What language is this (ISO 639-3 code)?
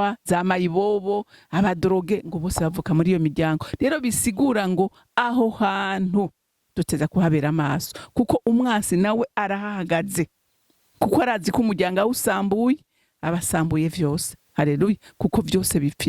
run